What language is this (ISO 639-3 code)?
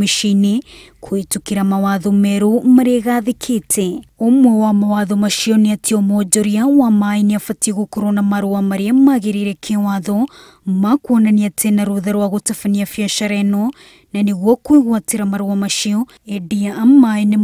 kik